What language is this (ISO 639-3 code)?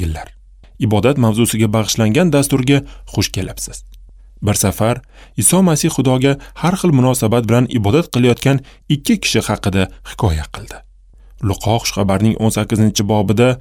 uzb